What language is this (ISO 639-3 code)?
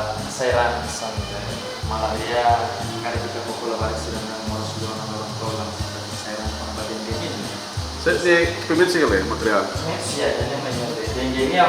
tet